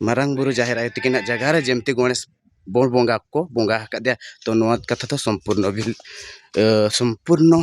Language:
Santali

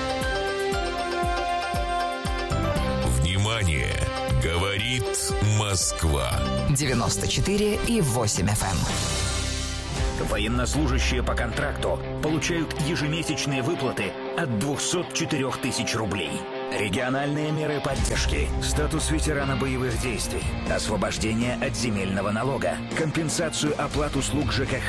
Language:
Russian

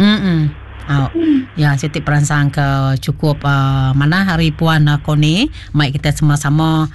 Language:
Iban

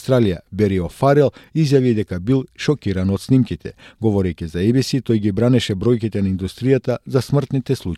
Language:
Macedonian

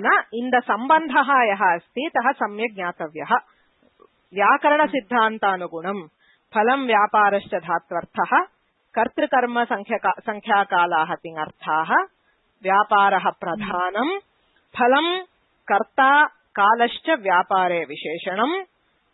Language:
Sanskrit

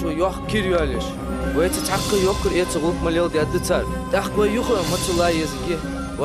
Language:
Ingush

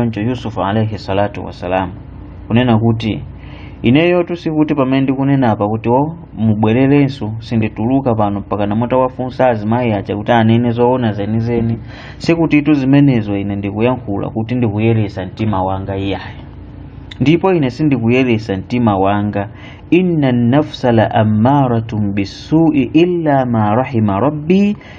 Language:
Nyanja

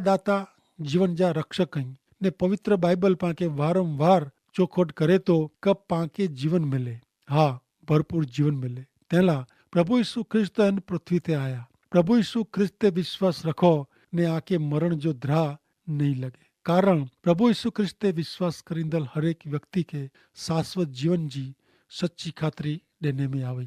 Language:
Kachhi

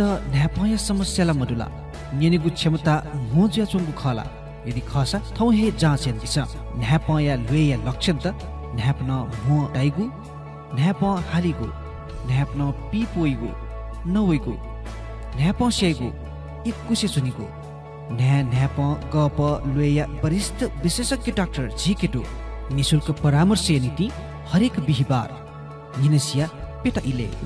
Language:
Newari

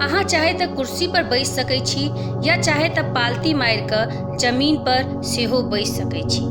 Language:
Maithili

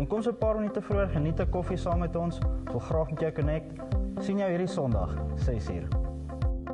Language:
Afrikaans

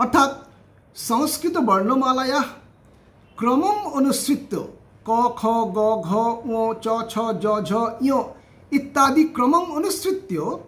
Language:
Sanskrit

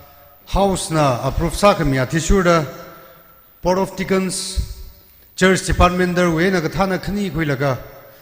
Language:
Tangkhul Naga (India)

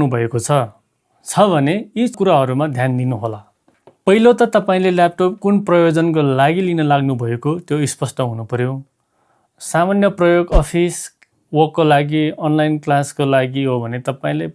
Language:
Nepali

